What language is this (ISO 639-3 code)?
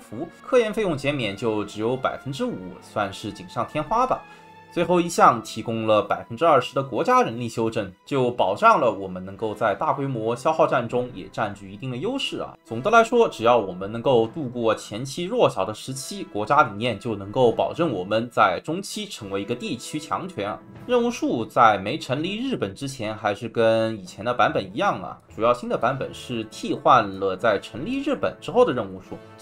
zho